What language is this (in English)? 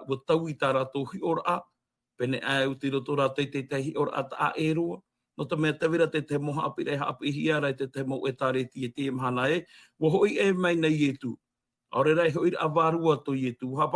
Tahitian